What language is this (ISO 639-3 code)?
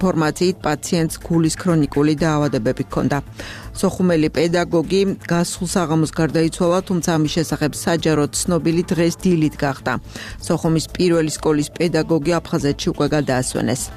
kat